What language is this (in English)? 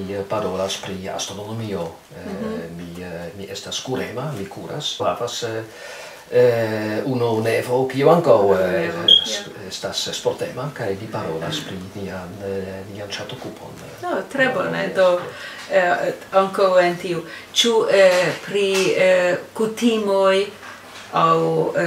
Esperanto